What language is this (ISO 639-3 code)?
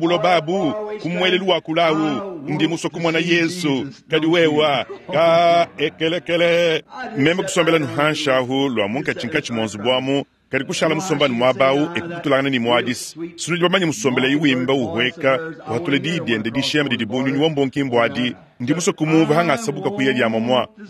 lua